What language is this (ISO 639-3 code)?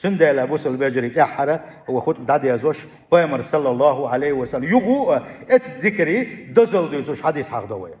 che